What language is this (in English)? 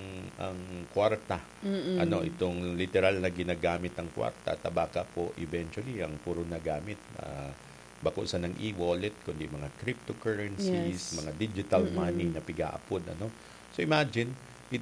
Bikol